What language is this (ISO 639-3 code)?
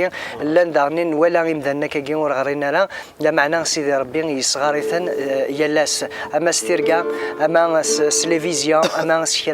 kab